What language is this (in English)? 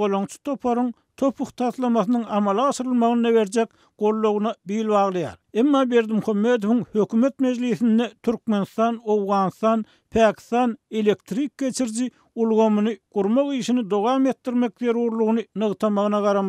Turkmen